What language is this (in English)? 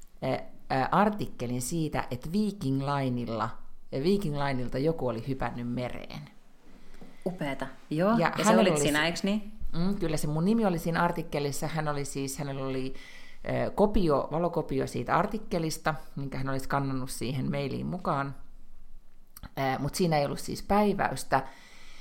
Finnish